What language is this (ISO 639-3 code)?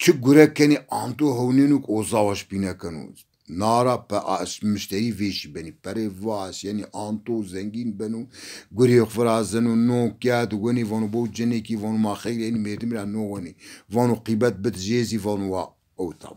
zza